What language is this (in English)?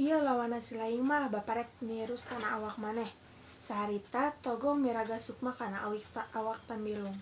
Sundanese